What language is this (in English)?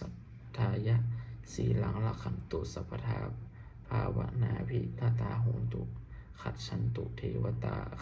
Pali